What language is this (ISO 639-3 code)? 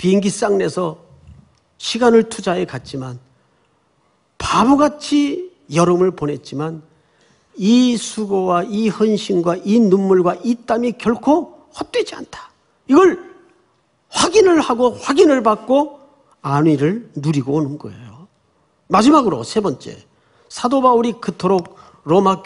kor